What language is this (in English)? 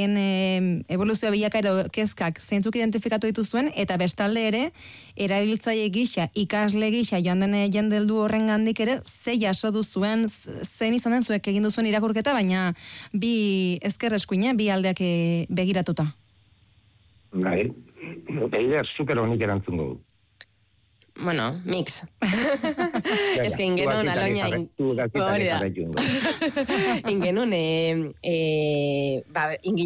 Basque